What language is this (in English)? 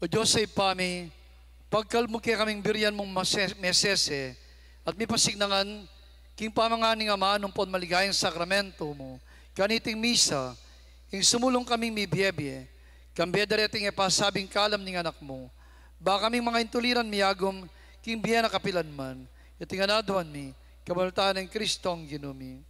Pampanga